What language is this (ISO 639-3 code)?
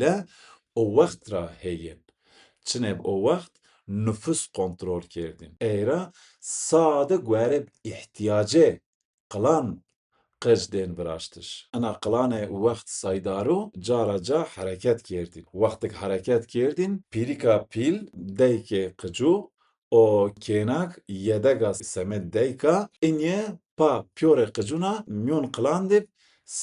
zza